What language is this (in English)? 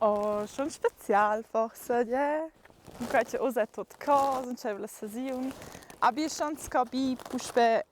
Romansh